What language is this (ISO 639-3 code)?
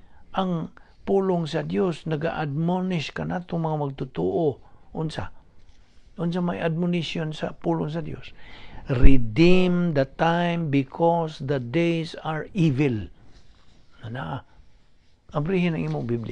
ceb